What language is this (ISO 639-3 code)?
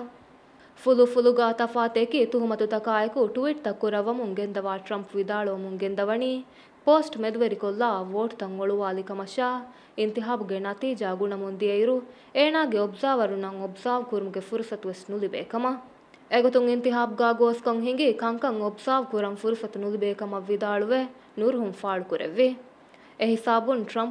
div